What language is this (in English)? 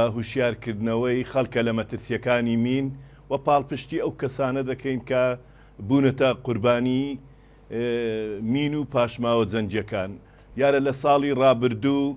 Central Kurdish